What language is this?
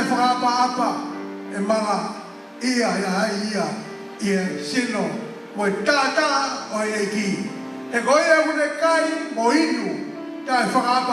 Tongan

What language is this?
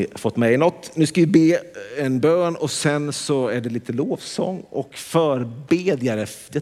Swedish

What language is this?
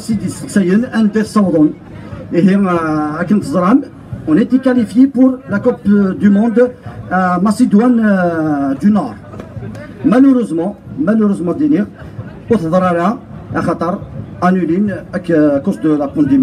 Kabyle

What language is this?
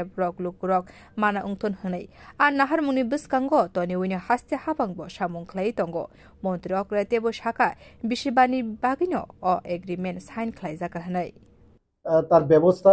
Kok Borok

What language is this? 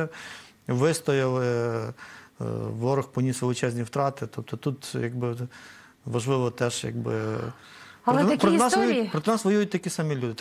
Ukrainian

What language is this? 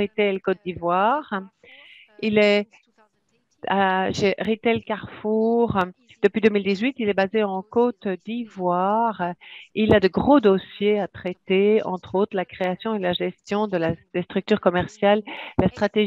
French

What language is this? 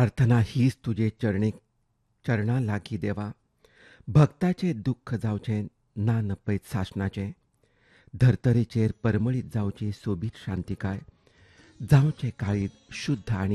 Konkani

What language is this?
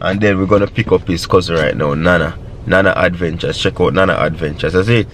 Jamaican Creole English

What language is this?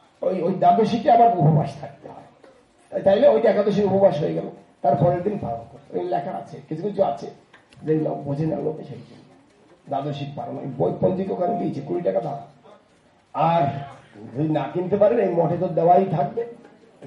Bangla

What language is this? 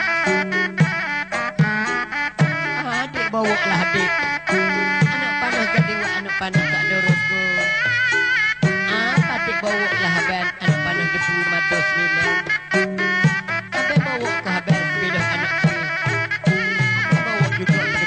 Malay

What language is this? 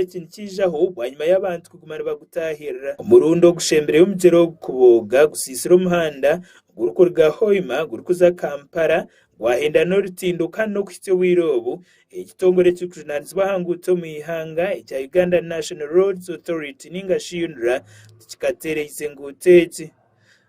Nyankole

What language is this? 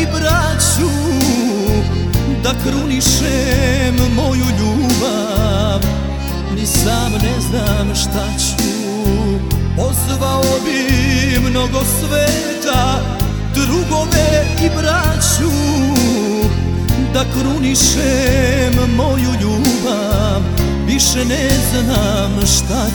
Serbian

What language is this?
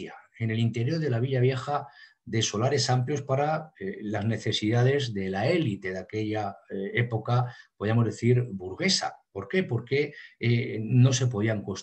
Spanish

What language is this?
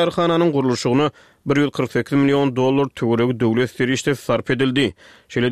Turkmen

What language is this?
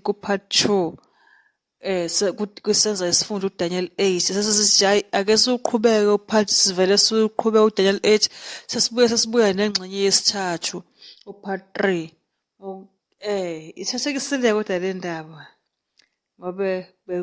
Zulu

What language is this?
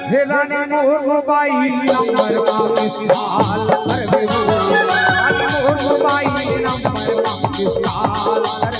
Chhattisgarhi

